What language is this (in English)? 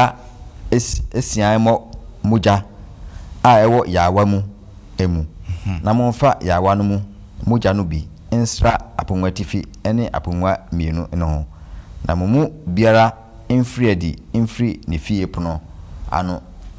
Akan